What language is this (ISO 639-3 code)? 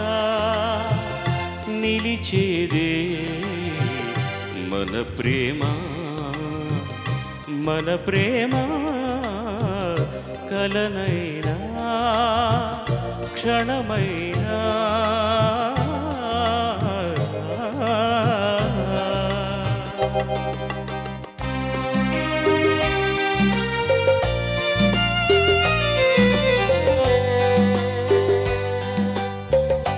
tel